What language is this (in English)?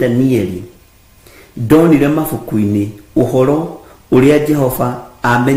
Kikuyu